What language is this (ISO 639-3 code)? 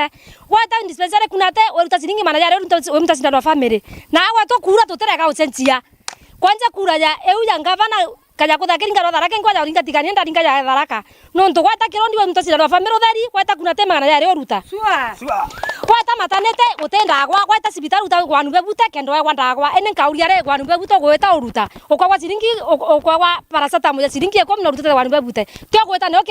mer